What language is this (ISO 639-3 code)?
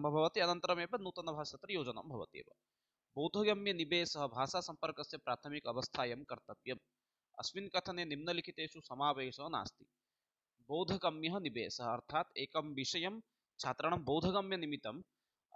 san